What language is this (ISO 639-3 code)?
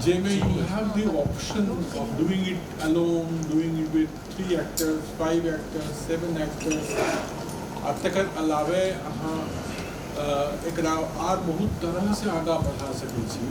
mai